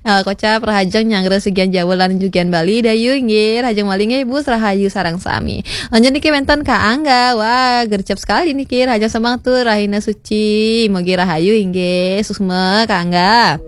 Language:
Balinese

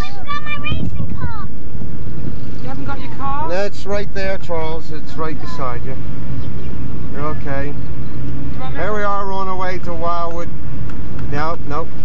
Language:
English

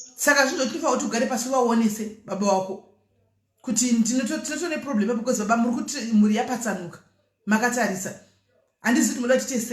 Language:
Shona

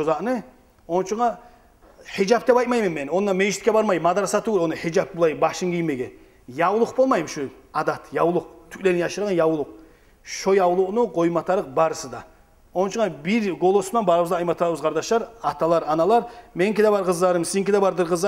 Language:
Kumyk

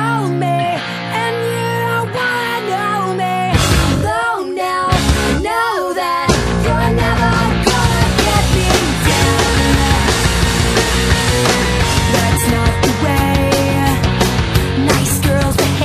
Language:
English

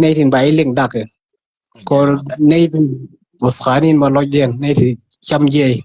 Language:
Nuer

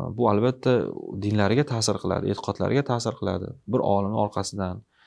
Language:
Uzbek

